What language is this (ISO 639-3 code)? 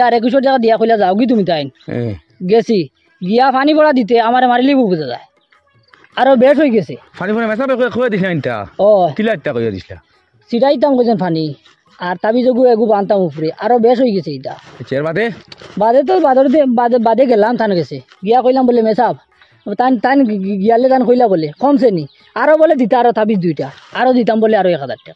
syl